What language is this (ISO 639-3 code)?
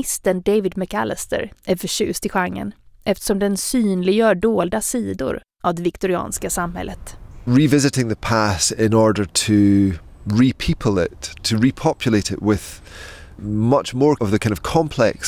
swe